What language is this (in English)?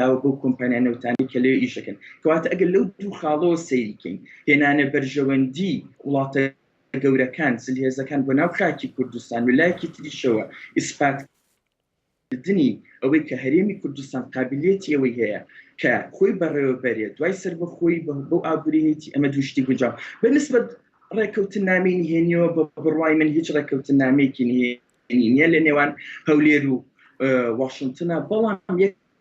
Central Kurdish